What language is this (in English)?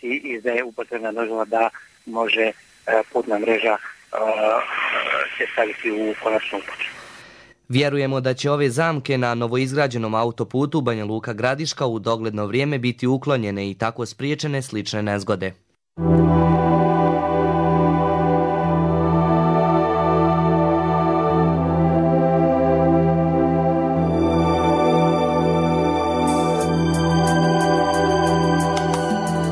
Bosnian